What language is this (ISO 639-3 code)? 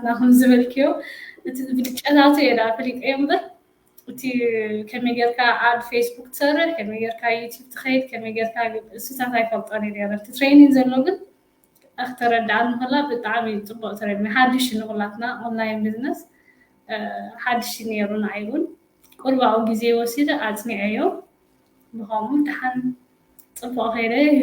tir